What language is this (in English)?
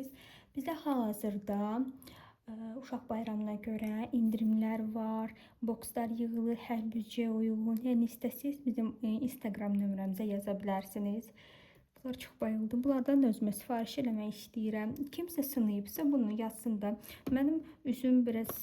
Azerbaijani